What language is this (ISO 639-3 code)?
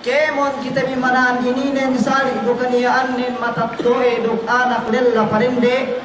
yka